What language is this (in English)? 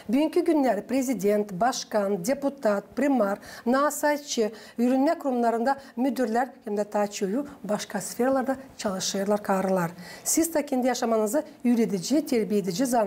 Gagauz